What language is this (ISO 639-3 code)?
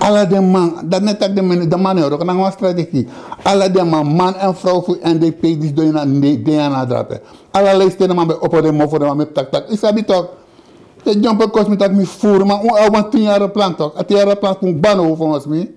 srn